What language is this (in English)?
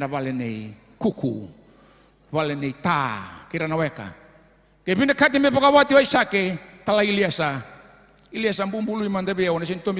Fijian